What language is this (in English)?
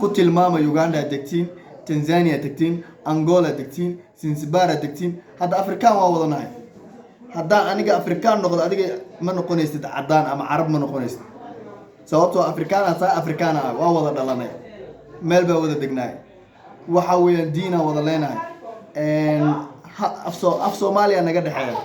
Somali